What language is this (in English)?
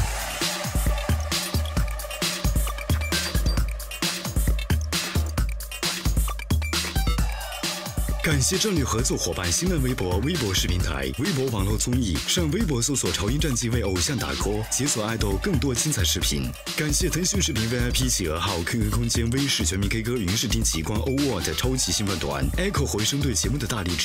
Chinese